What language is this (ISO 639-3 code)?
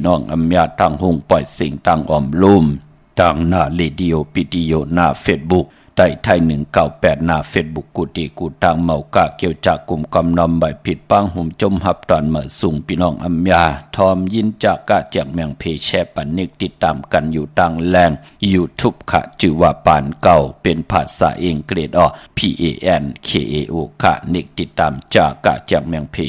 shn